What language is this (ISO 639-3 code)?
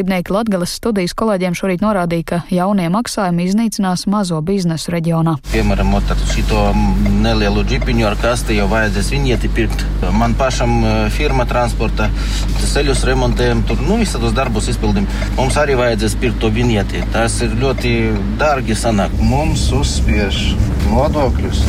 lav